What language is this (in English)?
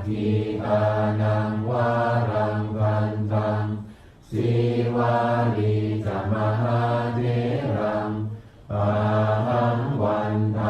Pali